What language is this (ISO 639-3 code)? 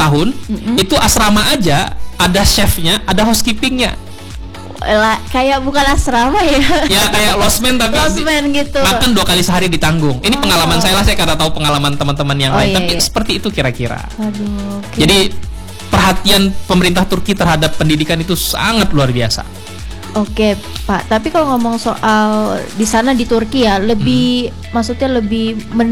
ind